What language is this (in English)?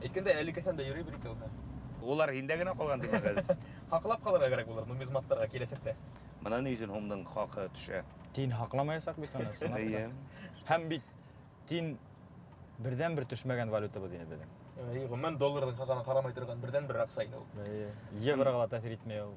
Bashkir